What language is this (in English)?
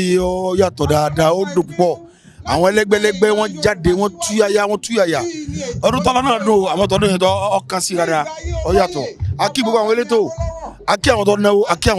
Yoruba